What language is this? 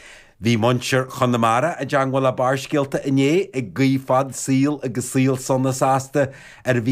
Irish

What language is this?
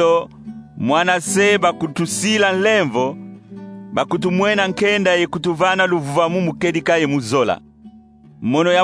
Kongo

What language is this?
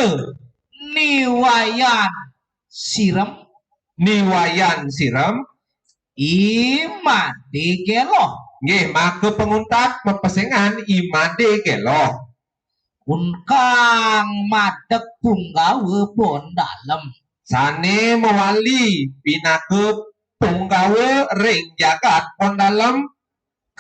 Balinese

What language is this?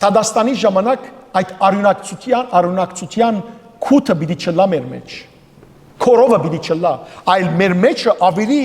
Western Armenian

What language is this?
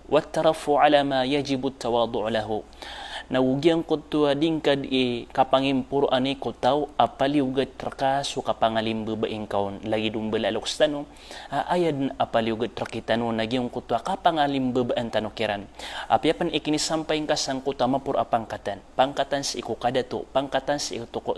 Maranao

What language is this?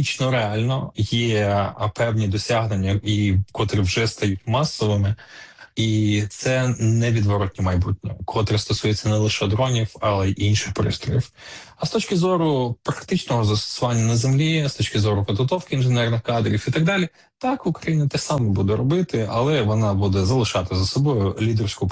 Ukrainian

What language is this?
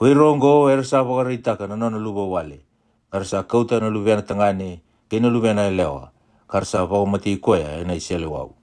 Fijian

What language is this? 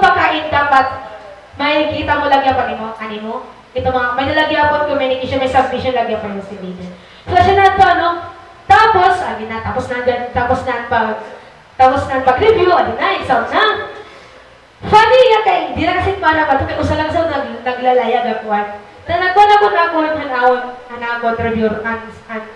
Waray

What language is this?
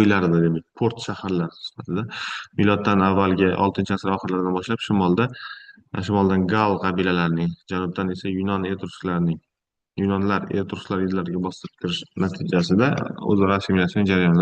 Uzbek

